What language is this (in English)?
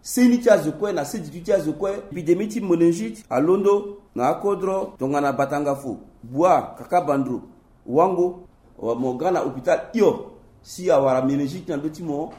Sango